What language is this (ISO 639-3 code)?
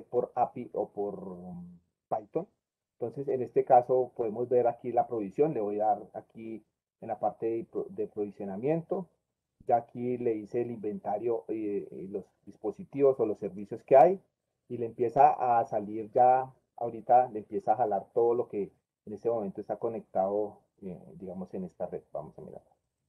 spa